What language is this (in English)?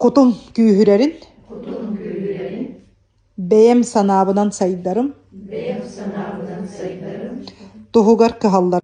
Yakut